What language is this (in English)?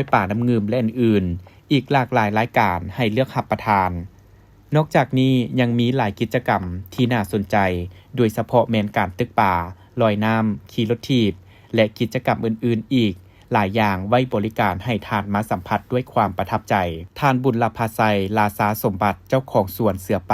Lao